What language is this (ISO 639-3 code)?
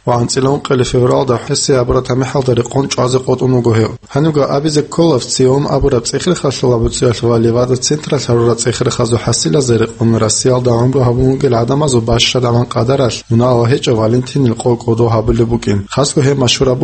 ava